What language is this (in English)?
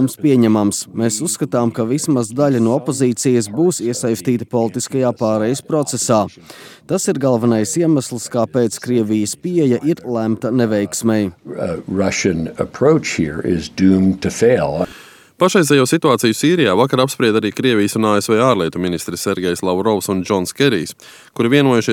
Latvian